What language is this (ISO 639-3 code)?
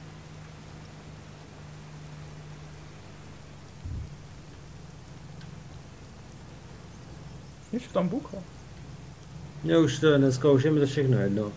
ces